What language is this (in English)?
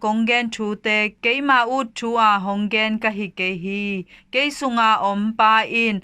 Tedim Chin